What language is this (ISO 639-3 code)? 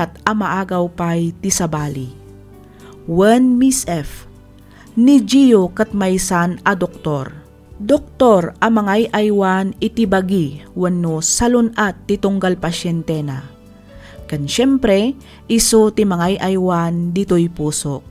ilo